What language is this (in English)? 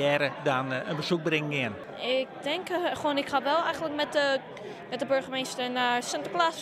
Western Frisian